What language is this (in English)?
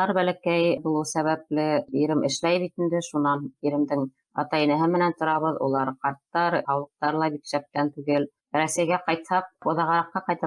Bashkir